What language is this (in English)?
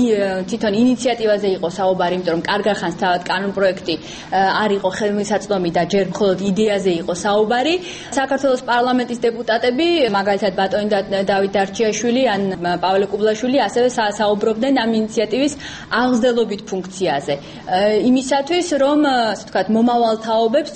Georgian